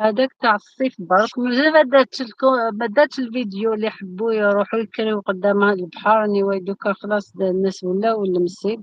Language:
Algerian Arabic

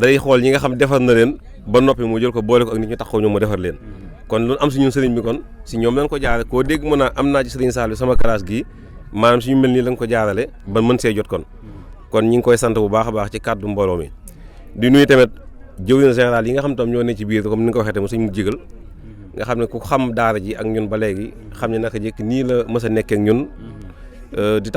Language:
Wolof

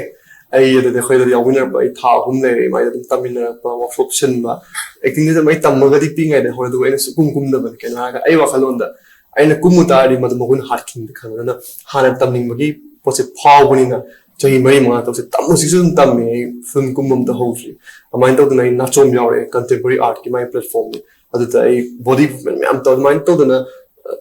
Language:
Manipuri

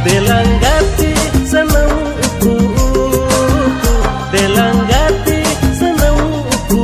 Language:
Santali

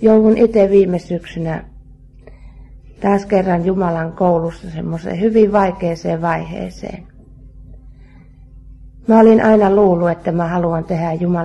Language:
Finnish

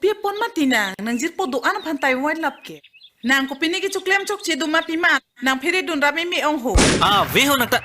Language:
Karbi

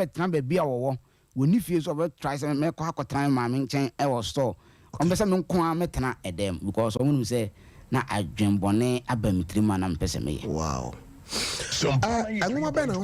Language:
Akan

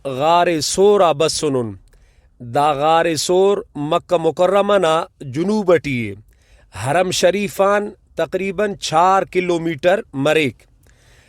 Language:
Brahui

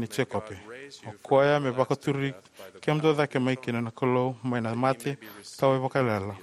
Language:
Fijian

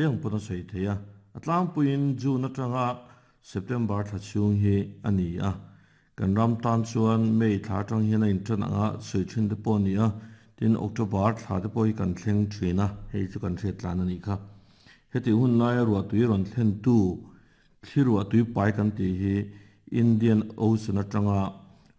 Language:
Mizo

